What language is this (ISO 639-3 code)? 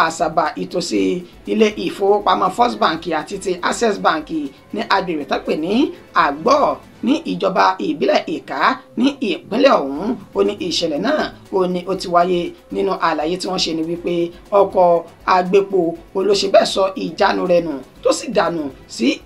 yor